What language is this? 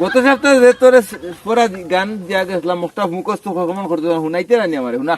Sylheti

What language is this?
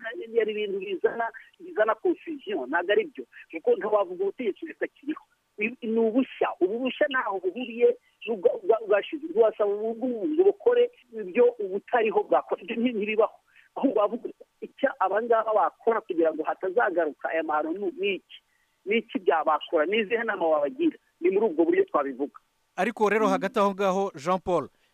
Kinyarwanda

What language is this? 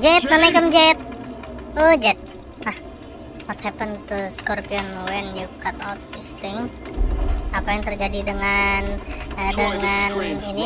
Banjar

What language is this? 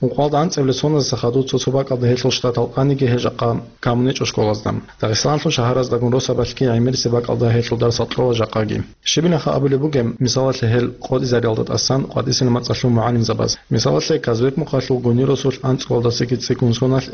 Avaric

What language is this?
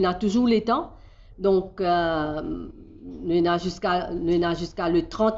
Morisyen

